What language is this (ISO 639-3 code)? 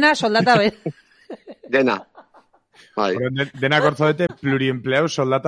eus